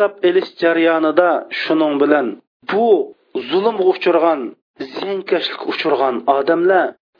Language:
Uyghur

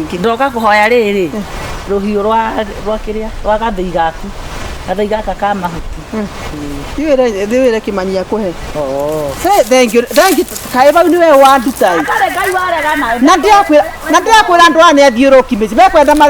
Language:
Kikuyu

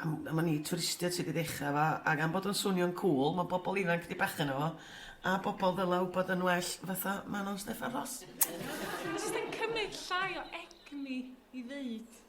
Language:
Welsh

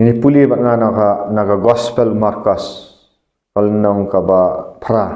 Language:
Khasi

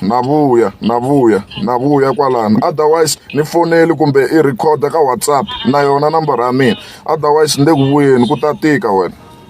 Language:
Tsonga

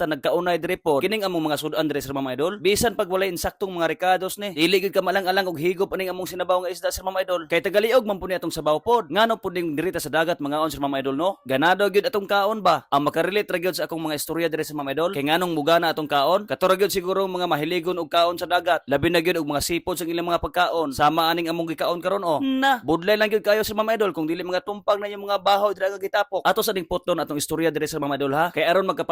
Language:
Cebuano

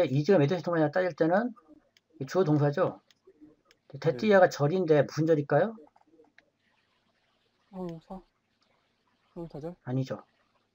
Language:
Korean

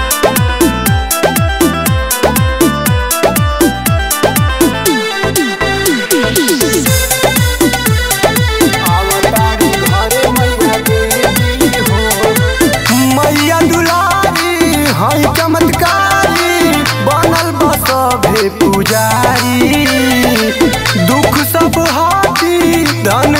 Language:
Bhojpuri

